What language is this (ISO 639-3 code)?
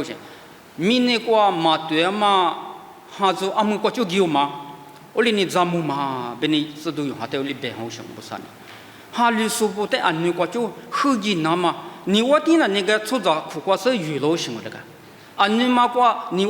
lis